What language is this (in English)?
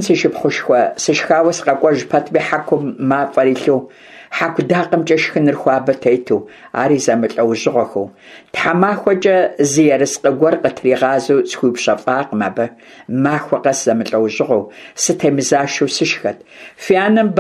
Kabardian